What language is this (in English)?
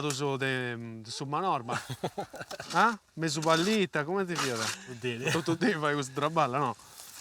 Sardinian